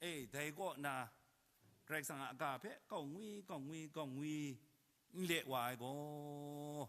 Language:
Kachin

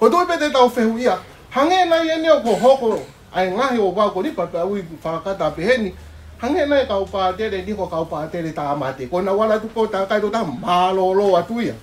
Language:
Tongan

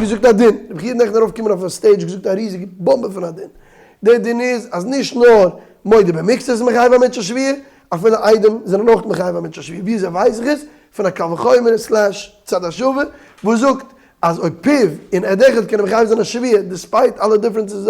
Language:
Yiddish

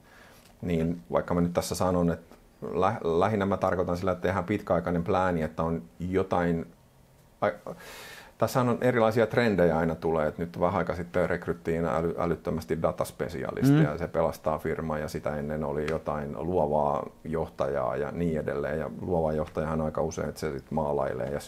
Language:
Finnish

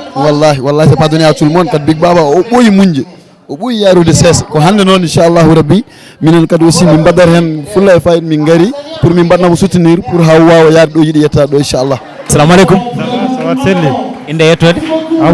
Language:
Fula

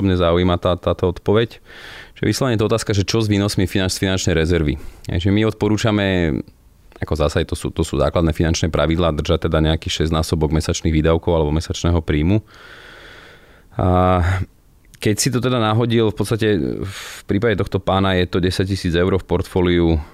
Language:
Slovak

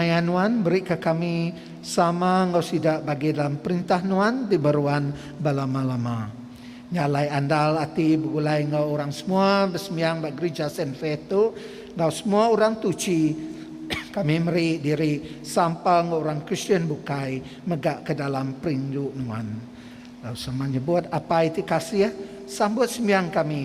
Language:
Iban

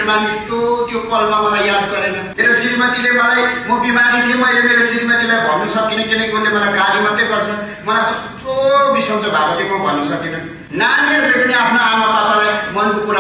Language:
Nepali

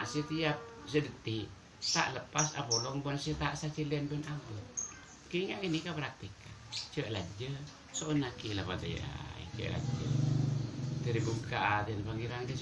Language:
Madurese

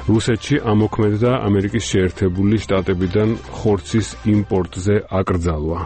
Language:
Georgian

